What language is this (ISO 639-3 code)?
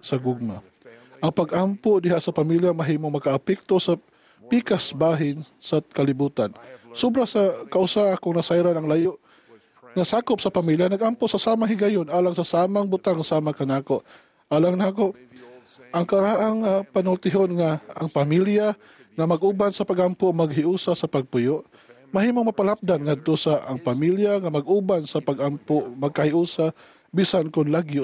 ceb